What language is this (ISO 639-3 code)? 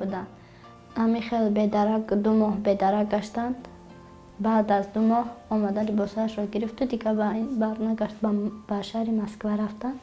tgk